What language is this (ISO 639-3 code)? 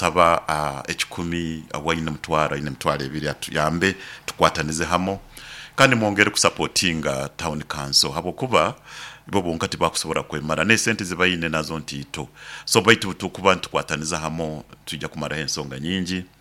nyo